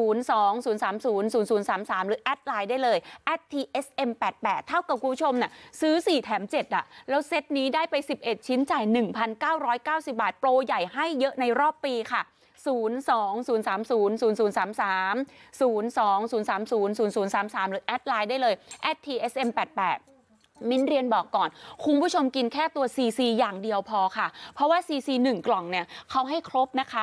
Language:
Thai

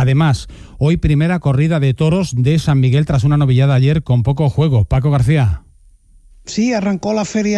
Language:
Spanish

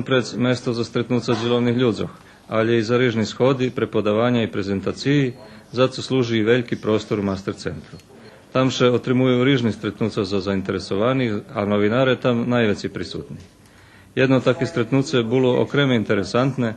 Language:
Rusyn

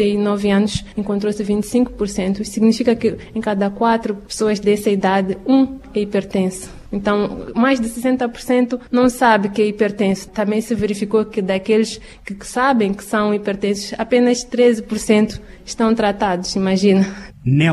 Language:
Portuguese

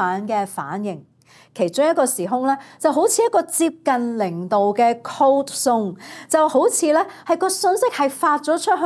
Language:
Cantonese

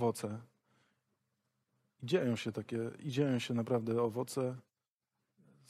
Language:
Polish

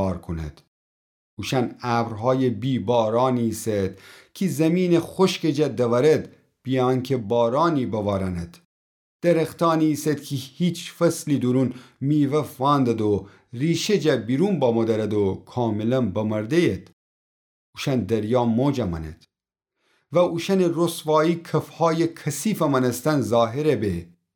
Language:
Gilaki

